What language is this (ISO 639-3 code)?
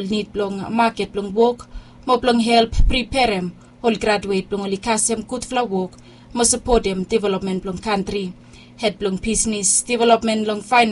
bis